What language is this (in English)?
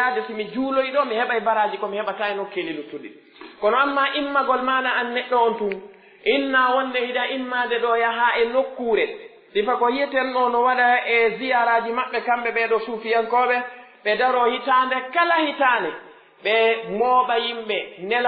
Pular